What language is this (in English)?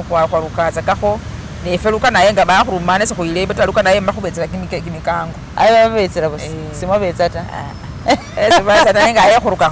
Masaaba